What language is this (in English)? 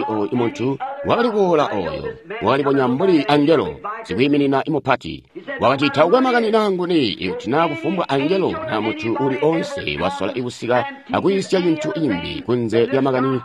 Tonga (Zambia)